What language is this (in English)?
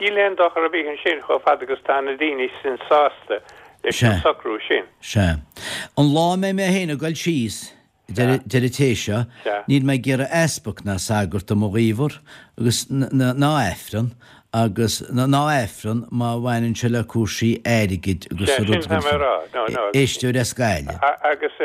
Irish